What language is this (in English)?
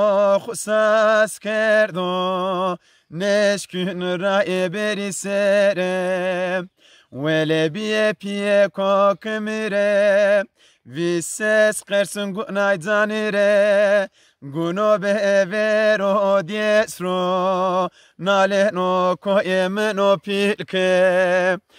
Zaza